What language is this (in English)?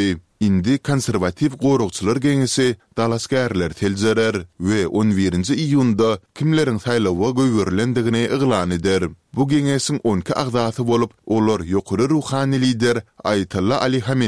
Turkmen